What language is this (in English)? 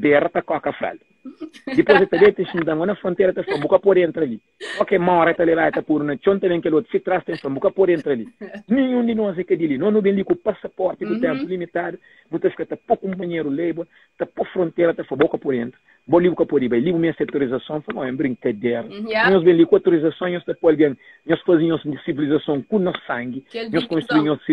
Kabuverdianu